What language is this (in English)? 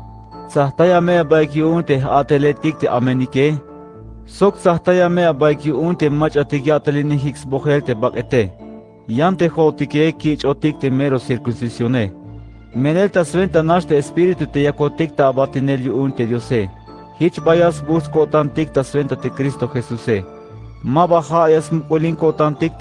Tzeltal